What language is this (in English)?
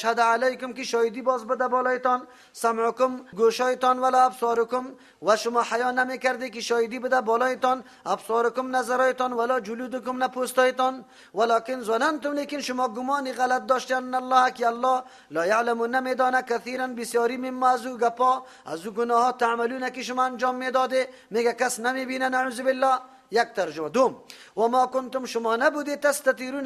Persian